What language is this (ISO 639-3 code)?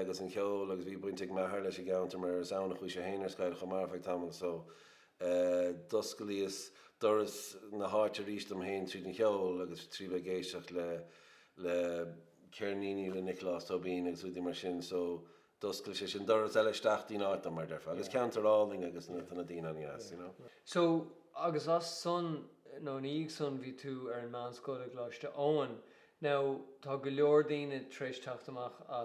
gle